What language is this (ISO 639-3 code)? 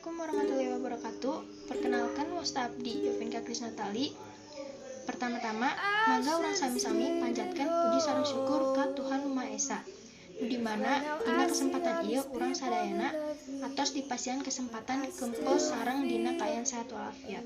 sun